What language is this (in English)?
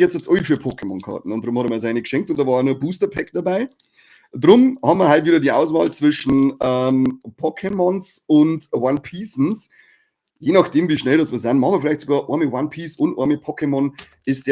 Bavarian